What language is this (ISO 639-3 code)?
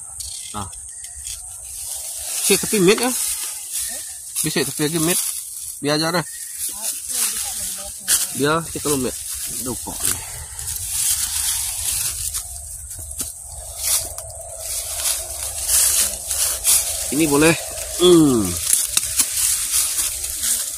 msa